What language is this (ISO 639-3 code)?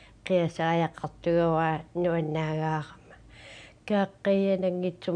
kal